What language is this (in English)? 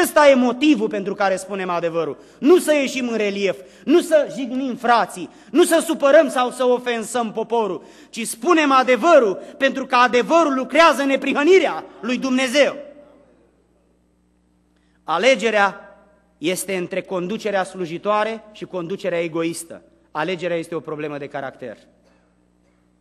Romanian